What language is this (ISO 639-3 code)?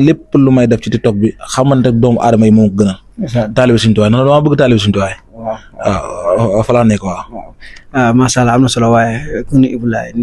wol